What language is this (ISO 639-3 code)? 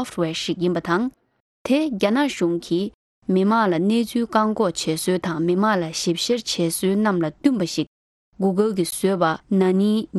bod